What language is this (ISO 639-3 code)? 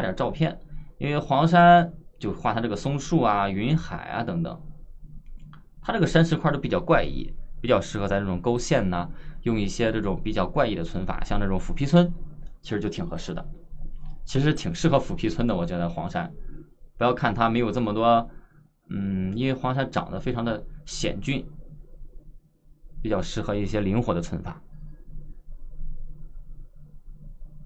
zho